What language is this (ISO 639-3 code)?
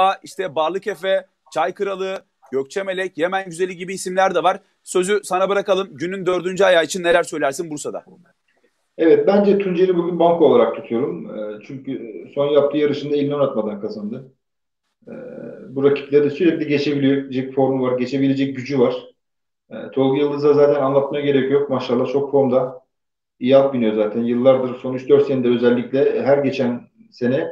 tur